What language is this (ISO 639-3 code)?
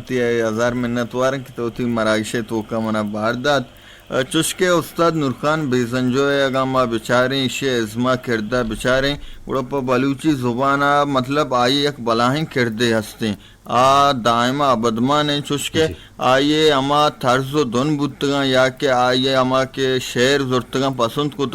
bgp